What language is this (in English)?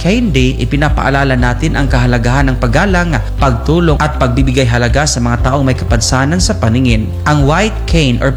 Filipino